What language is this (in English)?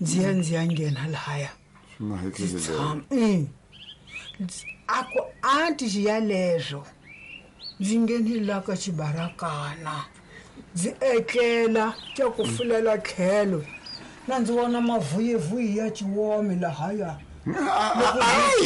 Tsonga